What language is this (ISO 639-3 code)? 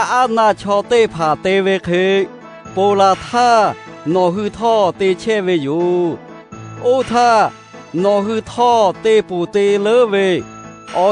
lhu